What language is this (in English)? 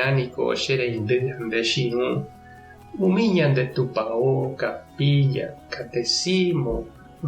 Guarani